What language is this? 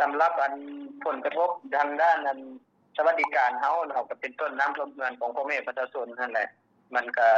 Lao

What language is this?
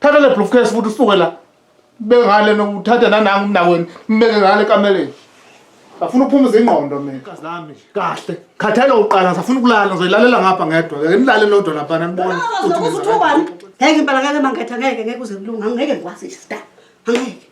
Zulu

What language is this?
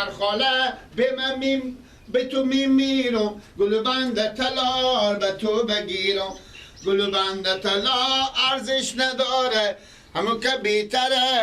Persian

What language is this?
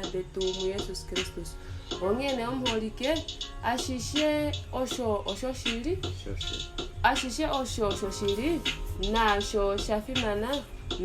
Kuanyama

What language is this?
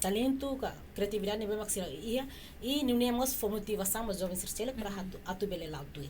Tetum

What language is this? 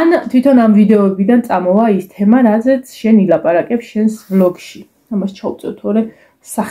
Georgian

